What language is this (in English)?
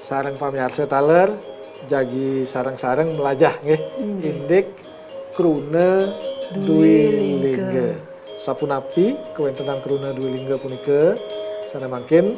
Balinese